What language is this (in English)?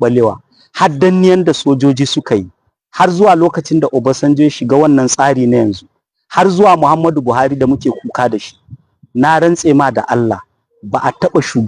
Hausa